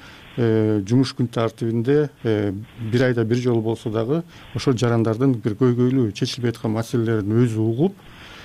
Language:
Kyrgyz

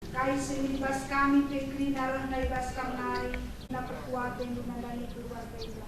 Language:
Batak Karo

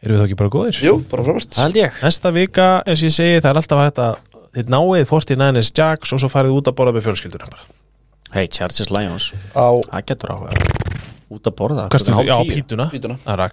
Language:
Icelandic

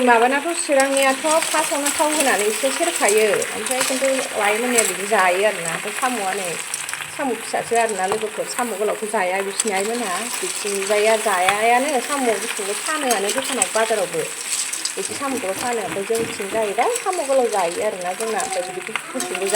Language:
Bodo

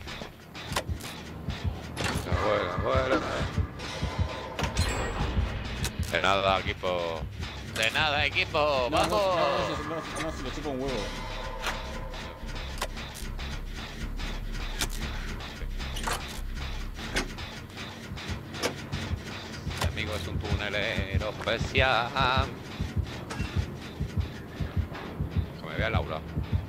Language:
Spanish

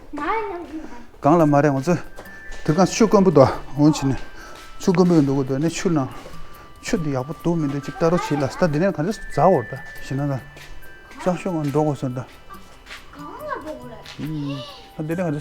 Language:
Tibetan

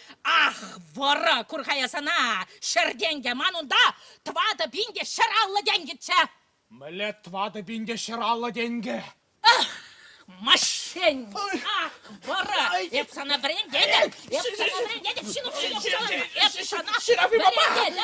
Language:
Chuvash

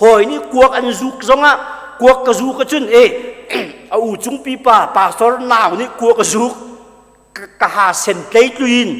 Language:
Hakha Chin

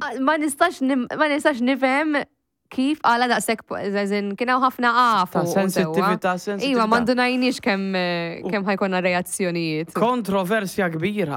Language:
Maltese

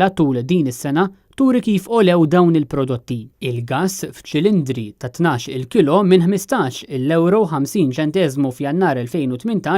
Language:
Maltese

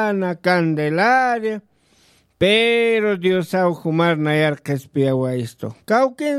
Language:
Aymara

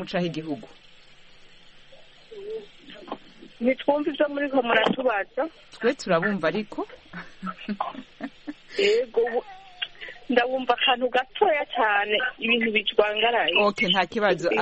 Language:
Kinyarwanda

